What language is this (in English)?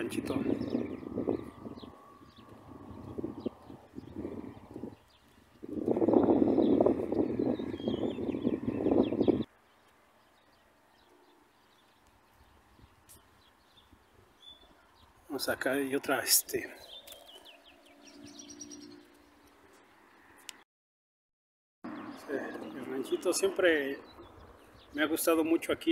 Spanish